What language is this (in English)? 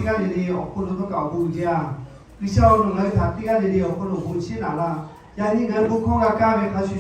Lahu